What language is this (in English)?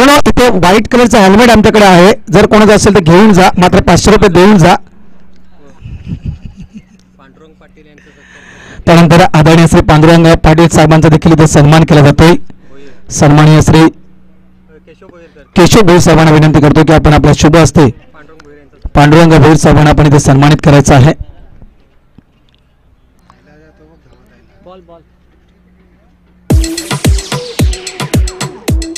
Marathi